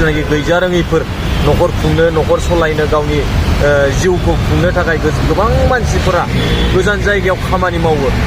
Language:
Bodo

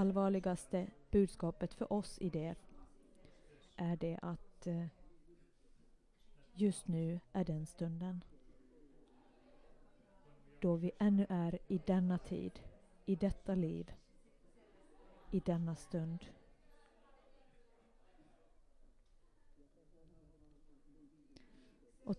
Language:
Swedish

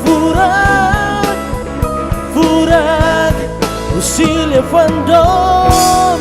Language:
Tetum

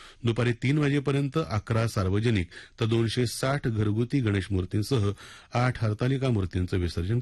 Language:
Marathi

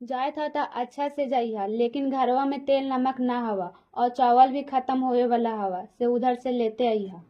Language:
Magahi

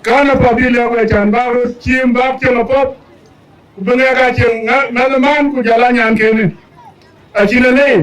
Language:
Dinka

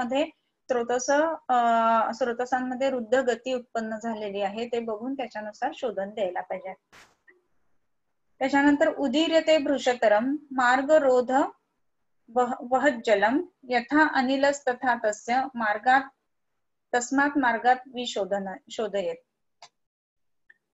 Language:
Marathi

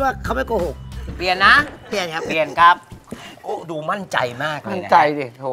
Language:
Thai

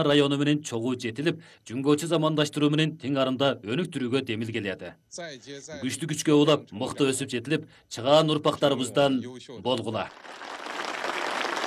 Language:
Kyrgyz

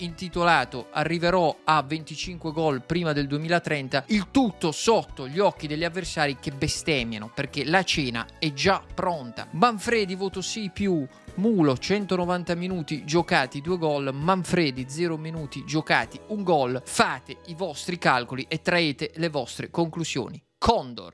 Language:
Italian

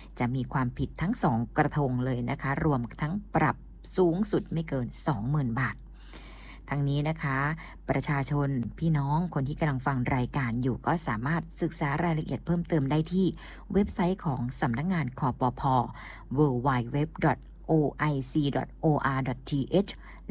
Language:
Thai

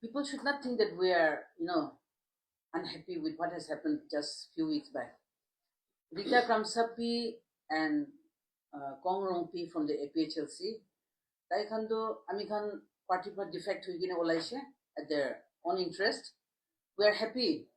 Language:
Karbi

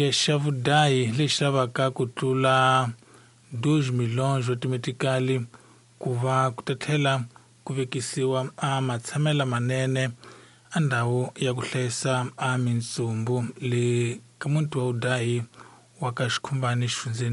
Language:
Tsonga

